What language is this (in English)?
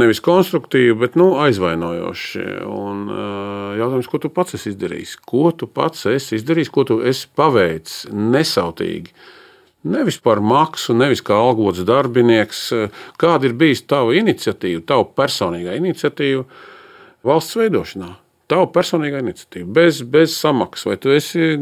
Latvian